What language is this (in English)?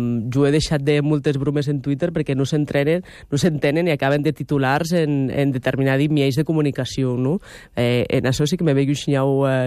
Catalan